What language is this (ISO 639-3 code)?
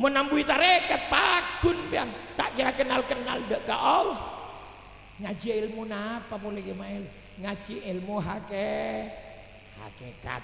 mad